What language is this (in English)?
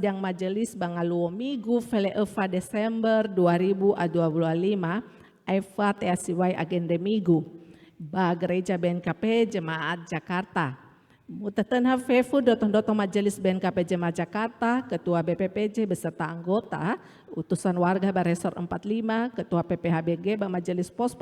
Nias